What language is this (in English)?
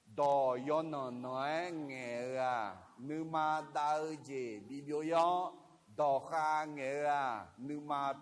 Akha